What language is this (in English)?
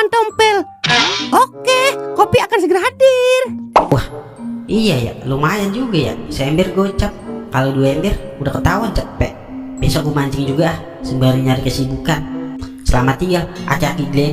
Betawi